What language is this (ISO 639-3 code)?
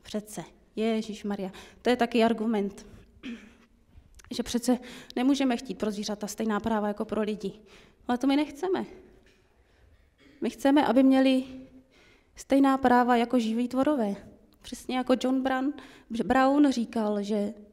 ces